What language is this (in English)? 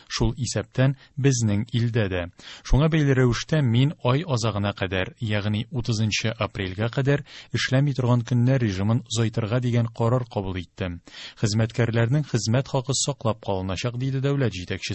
Tatar